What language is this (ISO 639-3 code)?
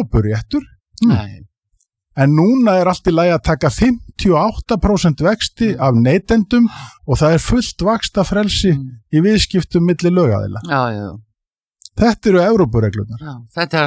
isl